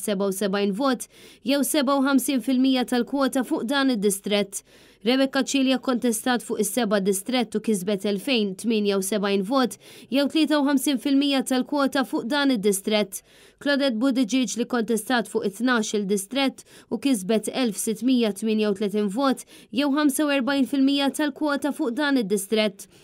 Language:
Maltese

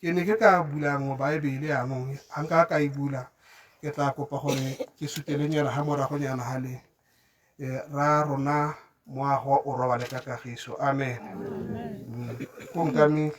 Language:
Tswana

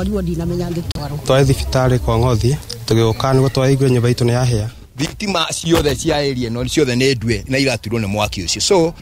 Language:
Kikuyu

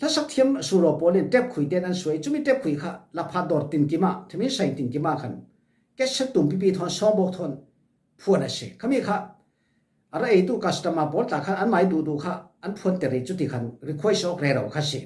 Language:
Falam Chin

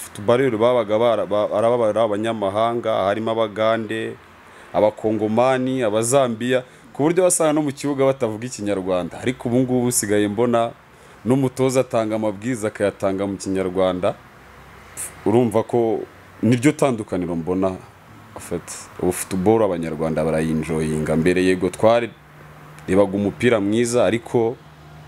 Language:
Kinyarwanda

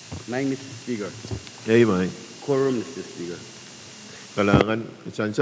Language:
Pohnpeian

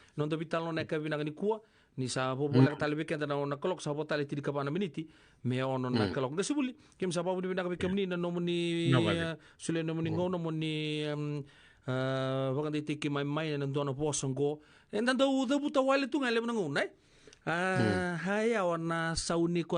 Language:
Fijian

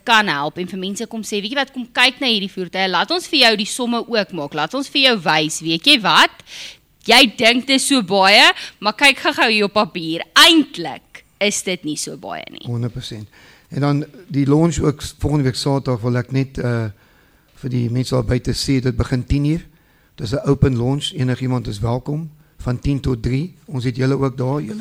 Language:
Afrikaans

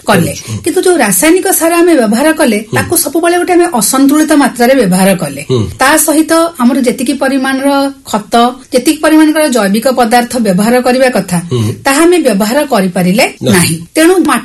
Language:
Odia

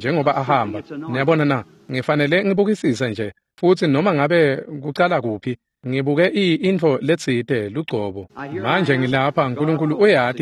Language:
Swati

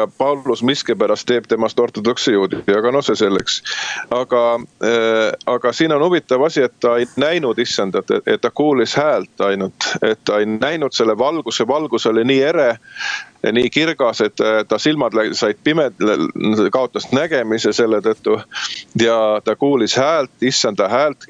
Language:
Estonian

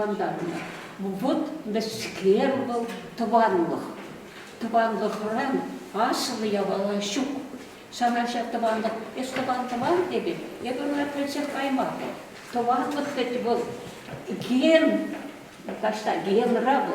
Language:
Chuvash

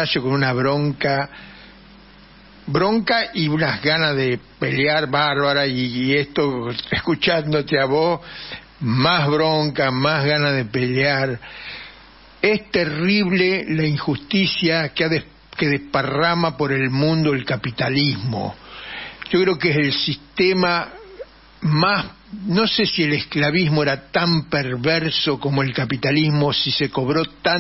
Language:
Spanish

